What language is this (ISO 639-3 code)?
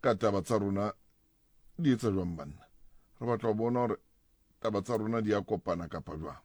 tsn